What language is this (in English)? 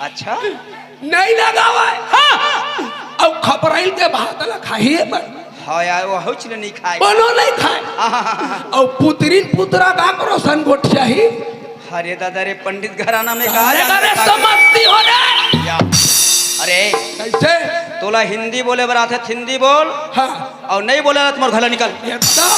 Chhattisgarhi